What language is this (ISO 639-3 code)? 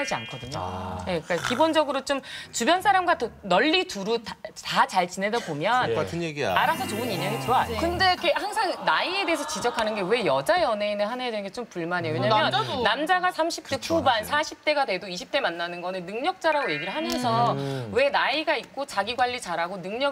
kor